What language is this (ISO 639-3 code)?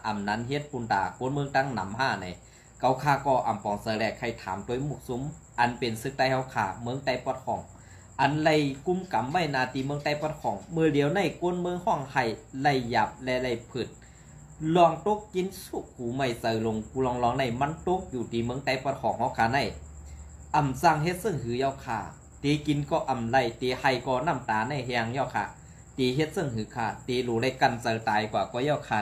shn